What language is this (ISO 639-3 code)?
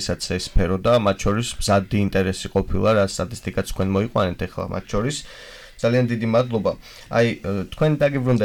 kat